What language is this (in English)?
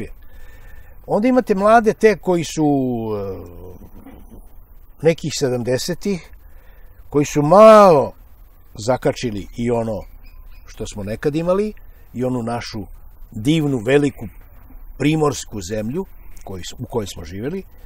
Serbian